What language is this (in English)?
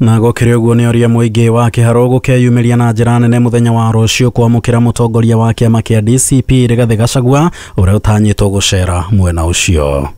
Kikuyu